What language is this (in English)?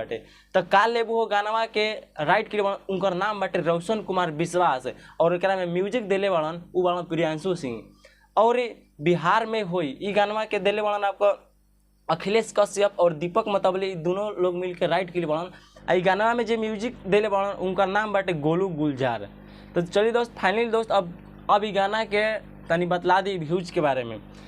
Bhojpuri